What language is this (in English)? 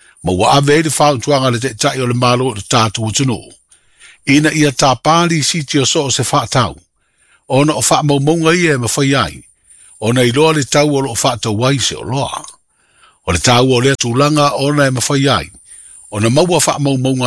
Samoan